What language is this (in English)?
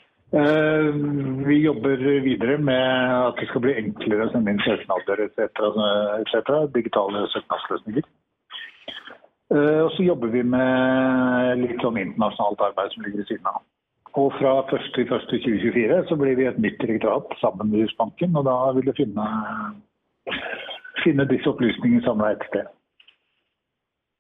Norwegian